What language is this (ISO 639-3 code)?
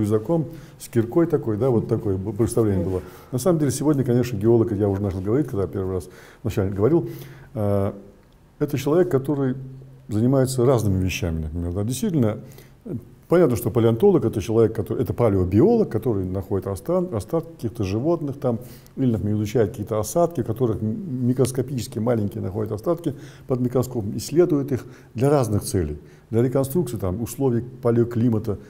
rus